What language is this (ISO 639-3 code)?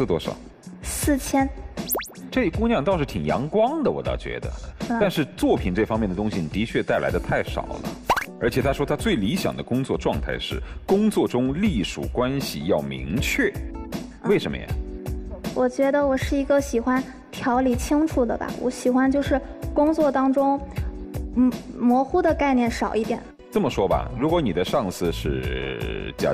zho